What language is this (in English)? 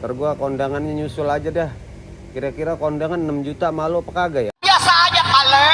Betawi